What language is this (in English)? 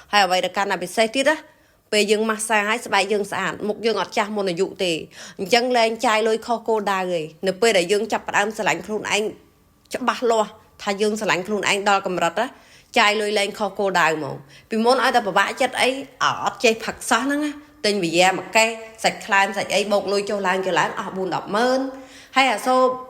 Khmer